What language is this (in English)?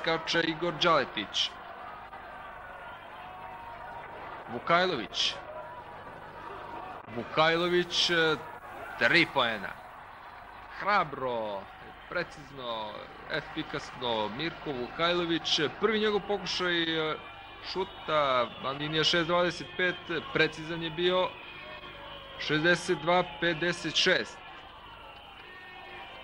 Serbian